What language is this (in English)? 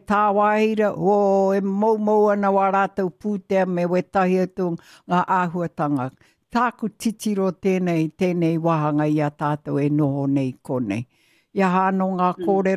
Māori